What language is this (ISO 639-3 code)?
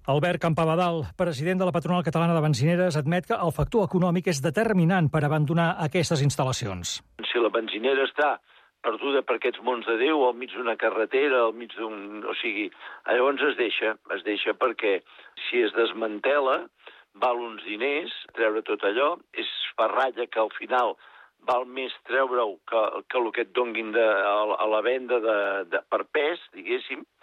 cat